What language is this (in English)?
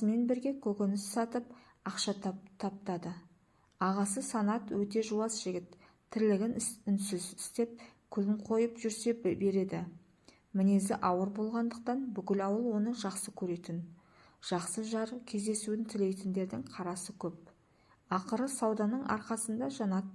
Kazakh